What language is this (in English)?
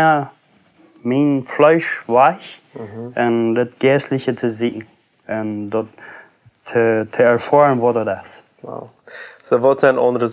Plautdietsch